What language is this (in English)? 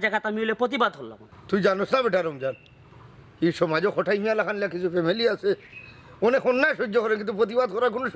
Sylheti